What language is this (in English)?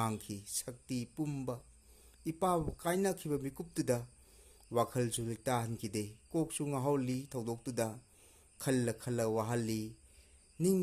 Manipuri